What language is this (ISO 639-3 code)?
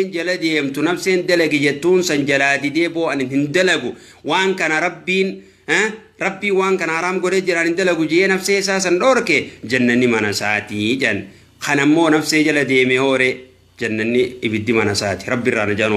orm